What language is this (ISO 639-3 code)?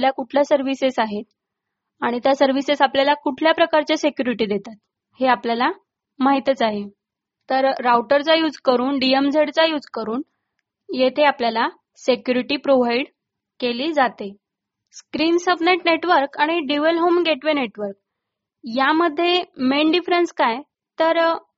mar